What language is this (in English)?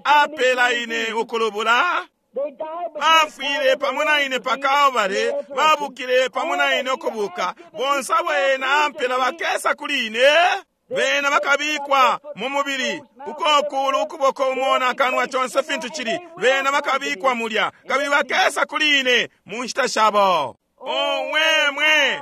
Bemba